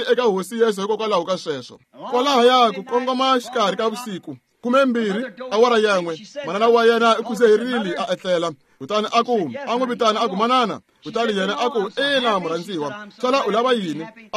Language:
Tsonga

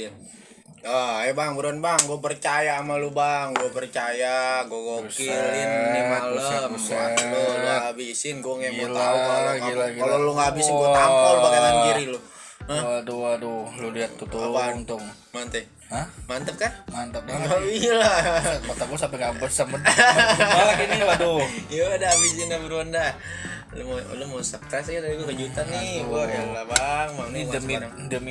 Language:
Betawi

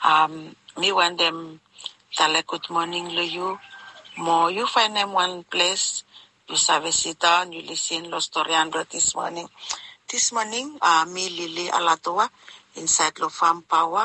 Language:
Bislama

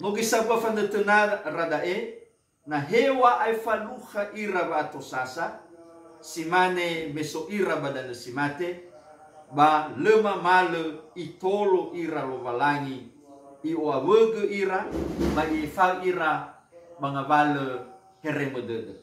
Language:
Nias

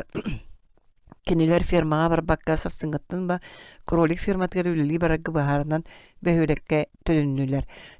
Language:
Yakut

